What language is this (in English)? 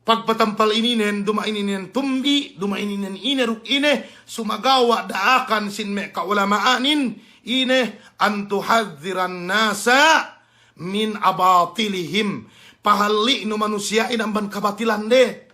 Yakan